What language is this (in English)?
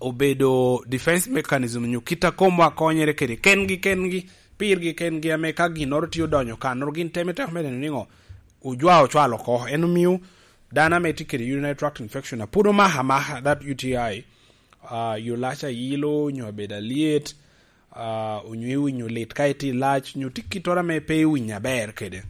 Lango (Uganda)